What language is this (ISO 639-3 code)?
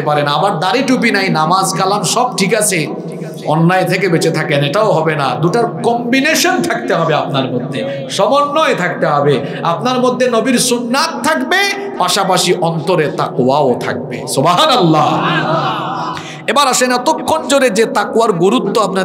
ben